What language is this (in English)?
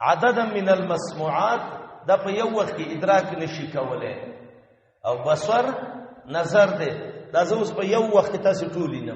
Pashto